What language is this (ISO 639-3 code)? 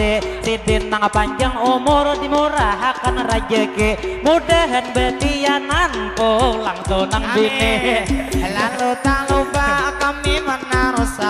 bjn